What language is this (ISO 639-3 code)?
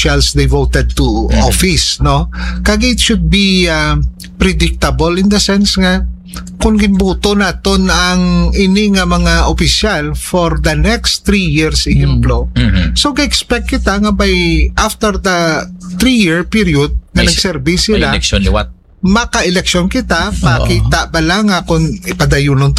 hil